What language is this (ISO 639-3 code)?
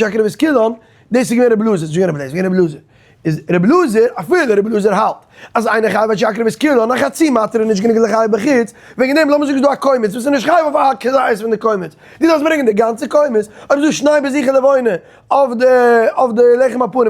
yid